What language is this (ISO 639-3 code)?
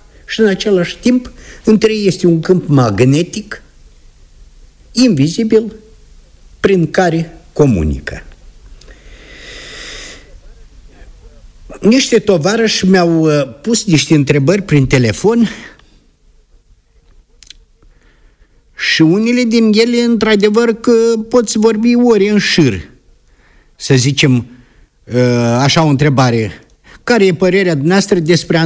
ron